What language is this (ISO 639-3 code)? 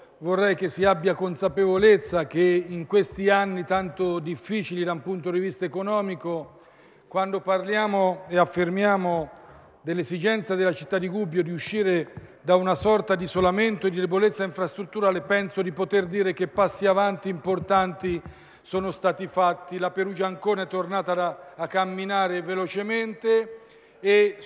ita